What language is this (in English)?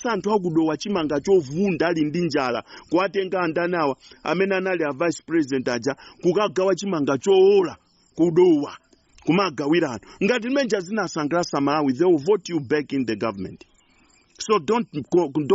Nyanja